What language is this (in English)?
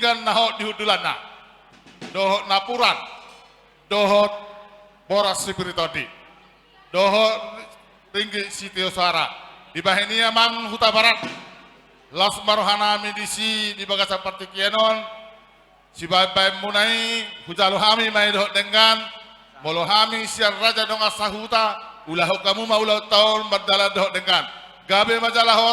Batak Toba